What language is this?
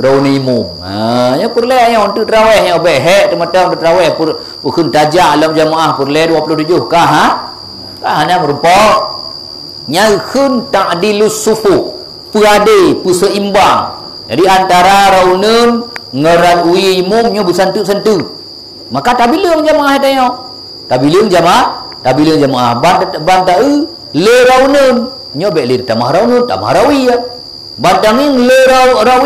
Achinese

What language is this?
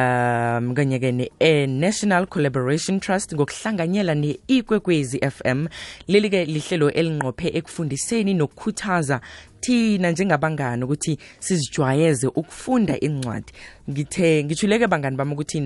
South Ndebele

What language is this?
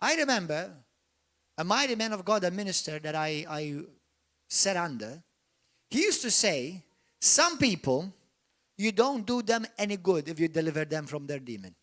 English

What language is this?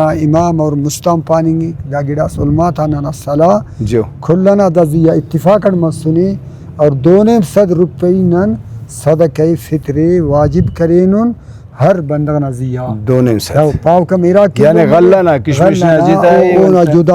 Brahui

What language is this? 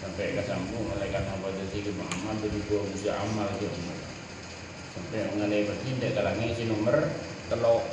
Madurese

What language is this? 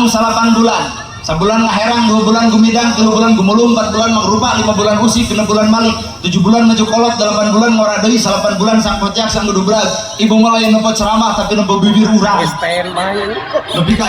Sundanese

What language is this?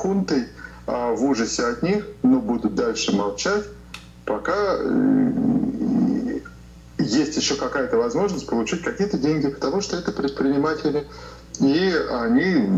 Russian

